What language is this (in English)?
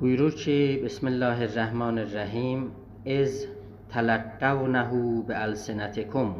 South Azerbaijani